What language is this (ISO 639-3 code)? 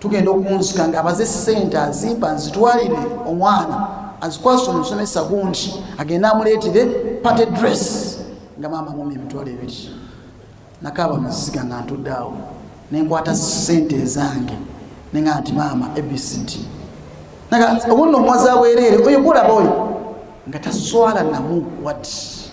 lug